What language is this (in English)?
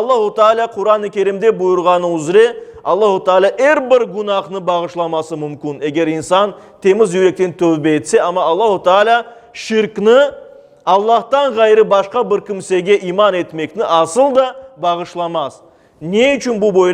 Crimean Tatar